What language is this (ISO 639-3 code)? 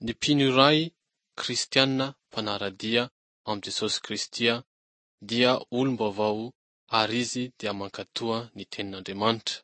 mlg